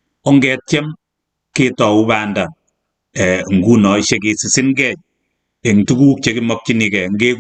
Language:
Kalenjin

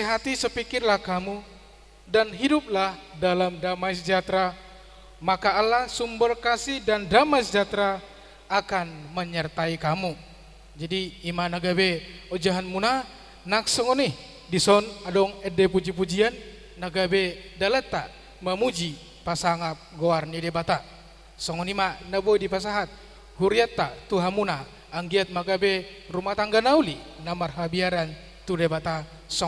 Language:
Batak Toba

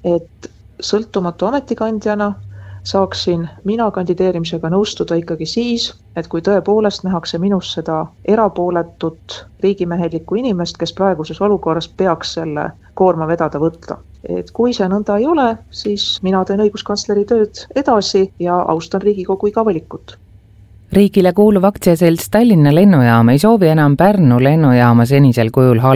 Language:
Estonian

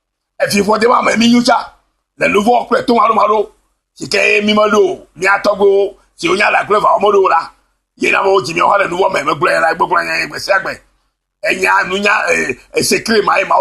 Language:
Ewe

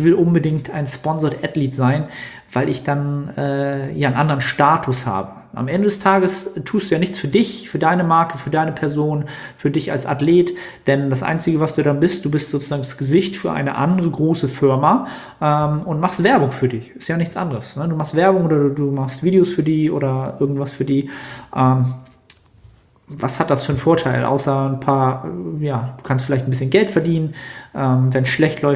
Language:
German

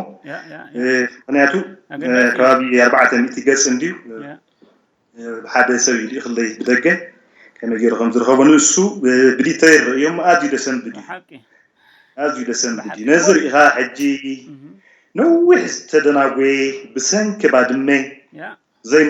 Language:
Tigrinya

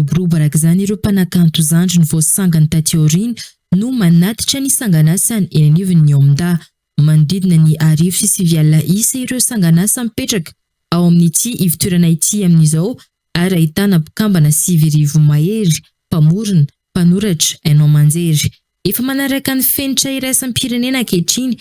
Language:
Malagasy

